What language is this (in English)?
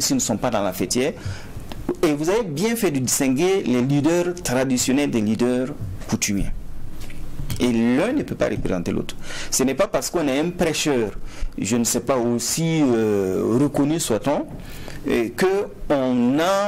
French